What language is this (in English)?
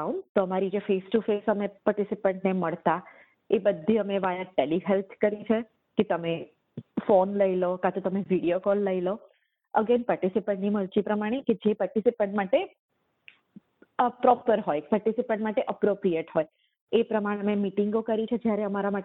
Gujarati